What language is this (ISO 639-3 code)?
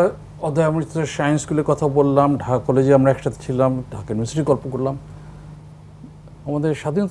ben